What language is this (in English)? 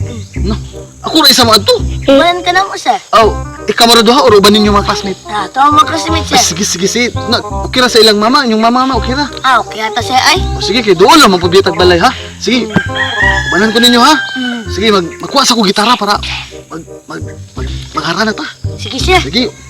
Cebuano